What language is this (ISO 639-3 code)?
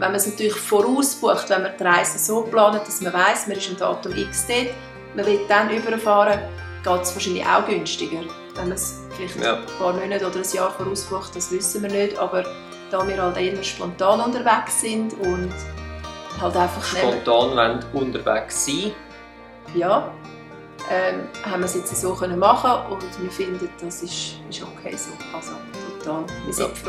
gsw